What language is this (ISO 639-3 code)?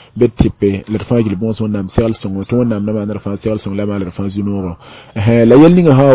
mos